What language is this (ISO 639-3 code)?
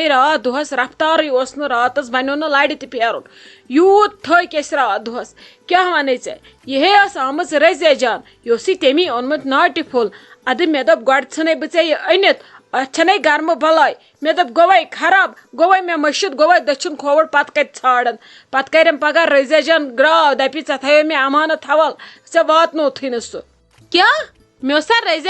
kas